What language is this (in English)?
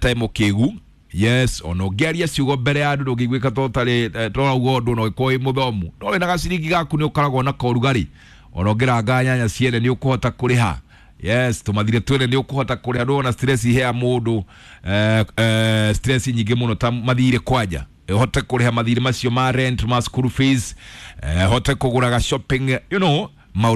Kikuyu